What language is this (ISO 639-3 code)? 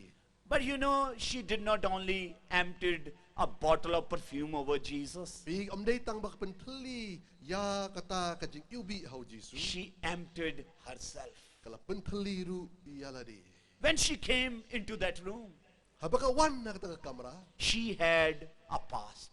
kha